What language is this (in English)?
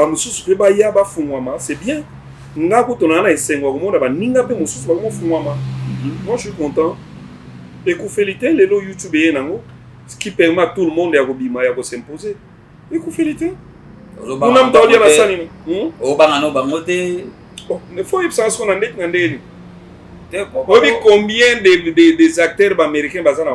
Lingala